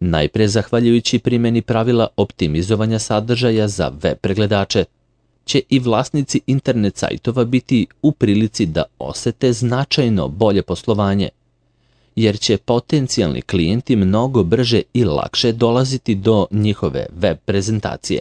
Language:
Serbian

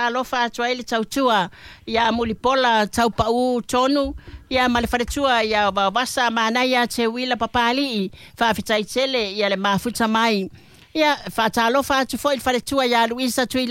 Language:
Samoan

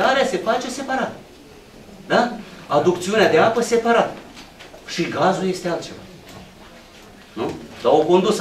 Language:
Romanian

